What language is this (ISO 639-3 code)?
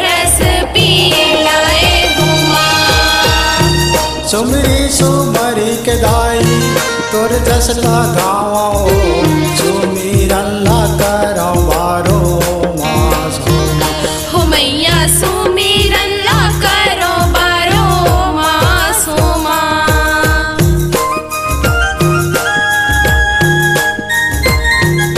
hne